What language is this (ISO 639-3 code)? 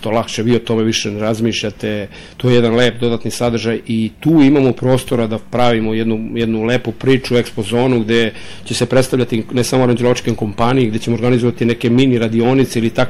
srp